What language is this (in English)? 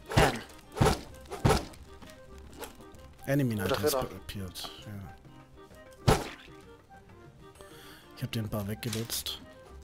German